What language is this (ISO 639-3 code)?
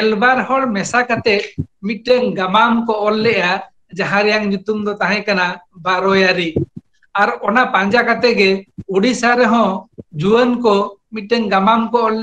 sat